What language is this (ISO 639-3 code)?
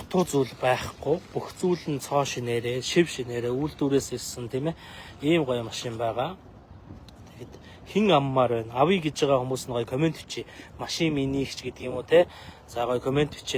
mon